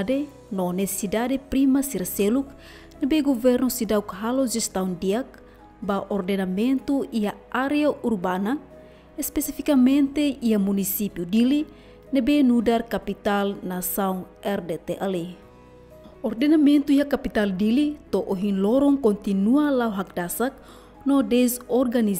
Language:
Tetum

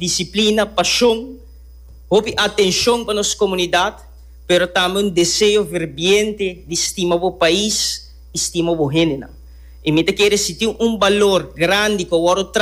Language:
Papiamento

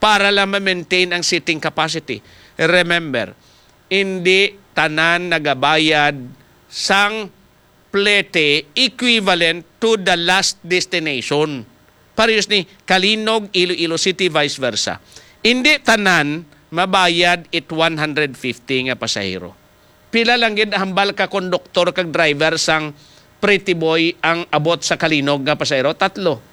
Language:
Hiligaynon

